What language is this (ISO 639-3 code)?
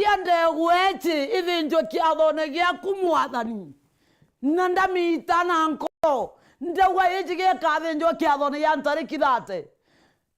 mer